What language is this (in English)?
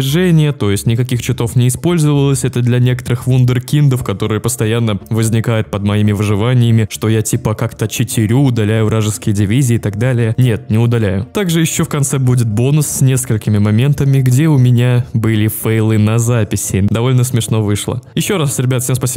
Russian